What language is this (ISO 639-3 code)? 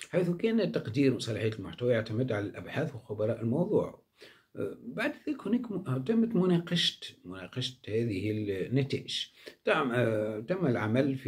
ara